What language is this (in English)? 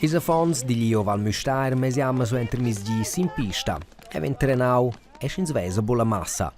Romansh